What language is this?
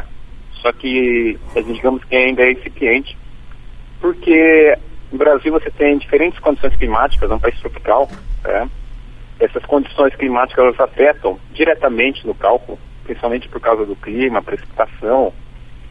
Portuguese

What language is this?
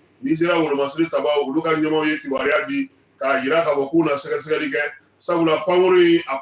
Bambara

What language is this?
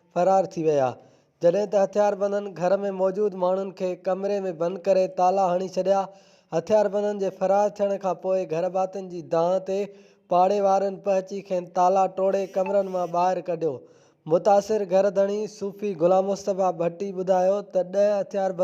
Sindhi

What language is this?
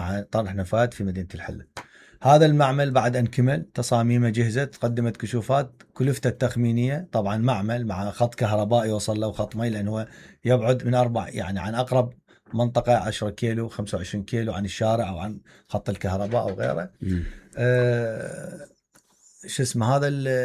Mesopotamian Arabic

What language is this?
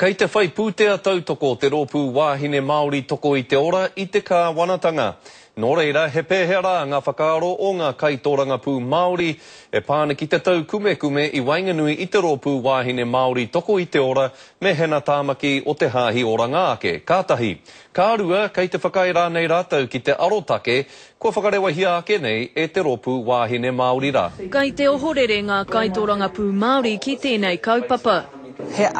Māori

